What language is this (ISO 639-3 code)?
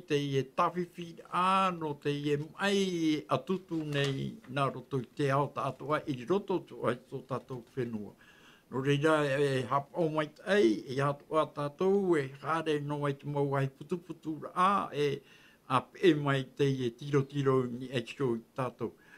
tah